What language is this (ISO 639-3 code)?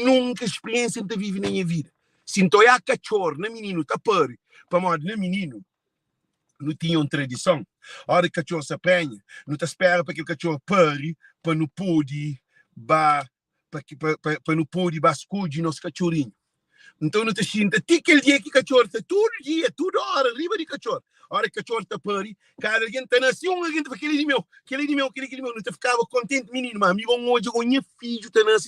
kea